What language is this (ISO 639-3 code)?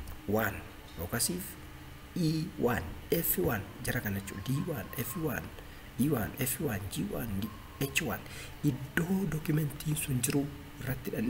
orm